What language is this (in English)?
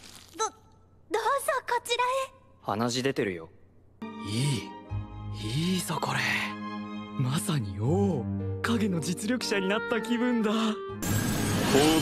Japanese